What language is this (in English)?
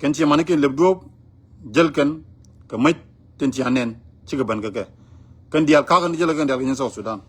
Nuer